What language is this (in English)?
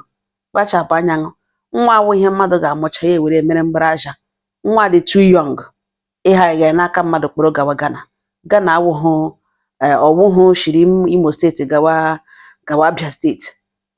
Igbo